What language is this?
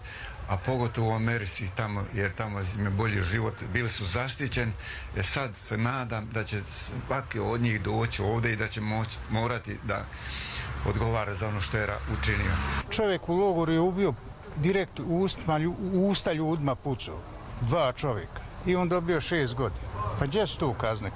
Bosnian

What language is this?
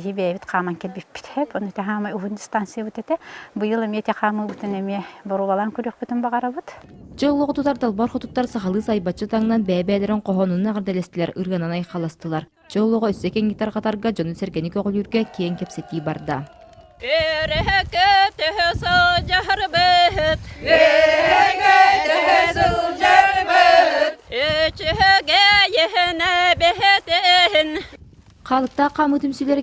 Yakut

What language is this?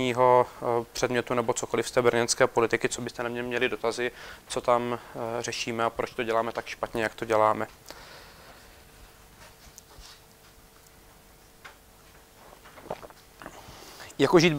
Czech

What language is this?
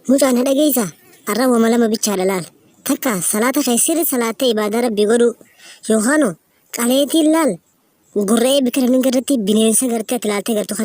Oromo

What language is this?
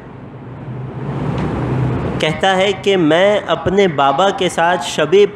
Urdu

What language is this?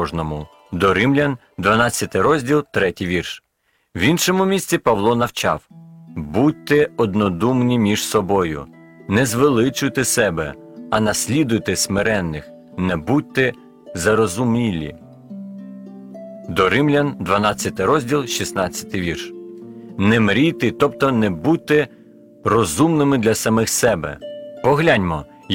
Ukrainian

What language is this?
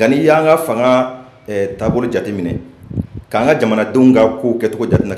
Bambara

